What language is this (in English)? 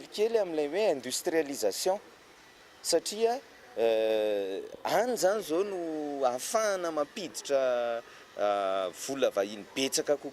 Malagasy